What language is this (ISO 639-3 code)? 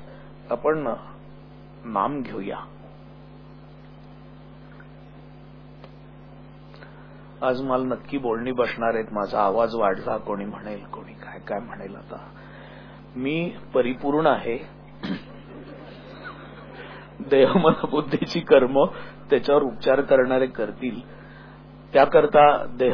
mar